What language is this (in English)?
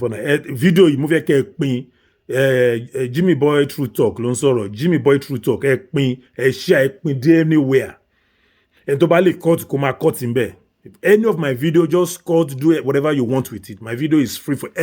Yoruba